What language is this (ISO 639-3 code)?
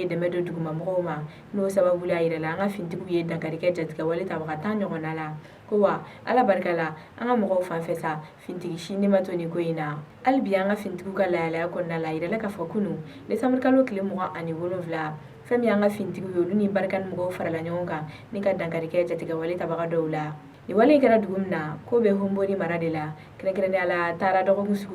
bam